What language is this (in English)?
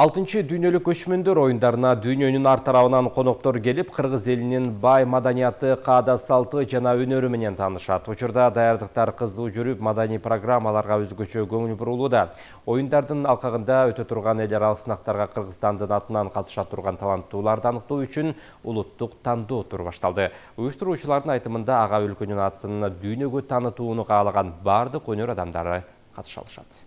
Kyrgyz